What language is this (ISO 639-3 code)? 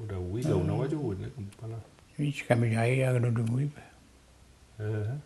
mic